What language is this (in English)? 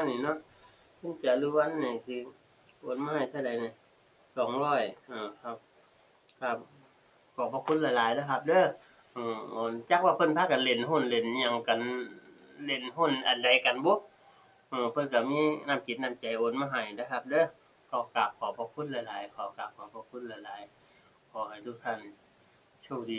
Northeastern Thai